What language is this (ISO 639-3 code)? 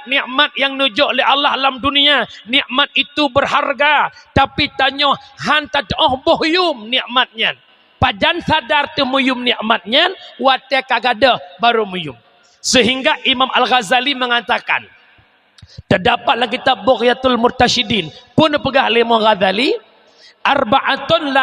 ace